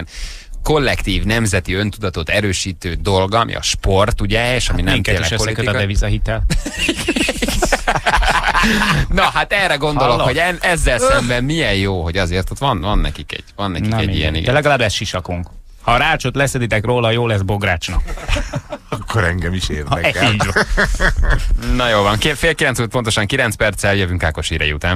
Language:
Hungarian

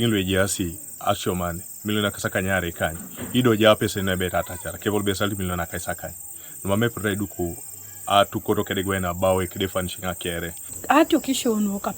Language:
Teso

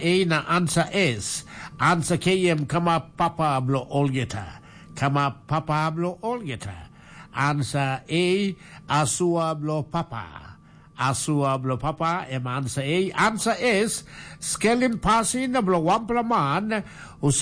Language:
Tok Pisin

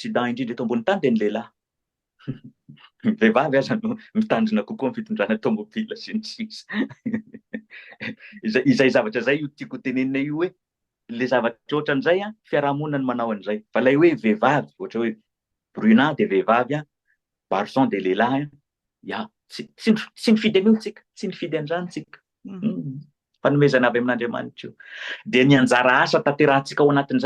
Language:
Malagasy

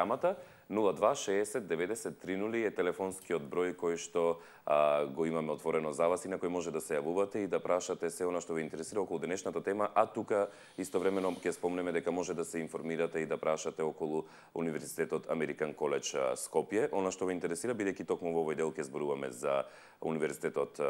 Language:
Macedonian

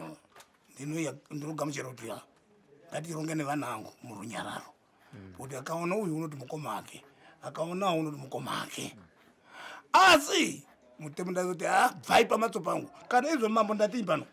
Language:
Shona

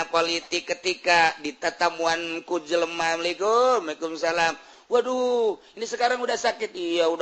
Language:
Sundanese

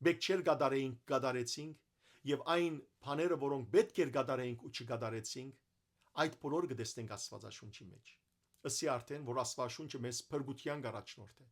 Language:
Western Armenian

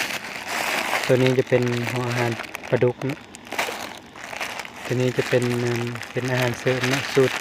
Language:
Lao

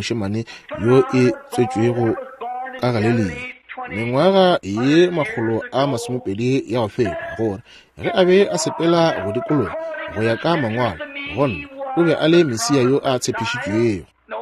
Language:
Northern Sotho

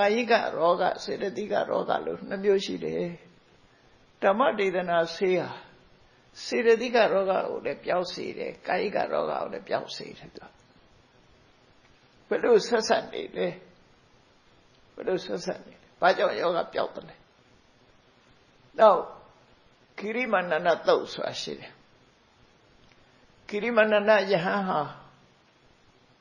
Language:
Burmese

